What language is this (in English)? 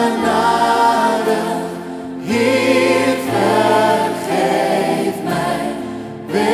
Dutch